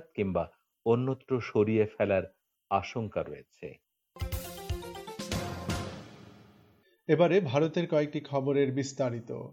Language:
Bangla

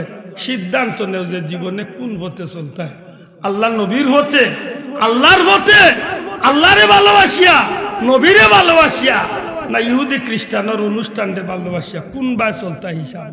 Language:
Sylheti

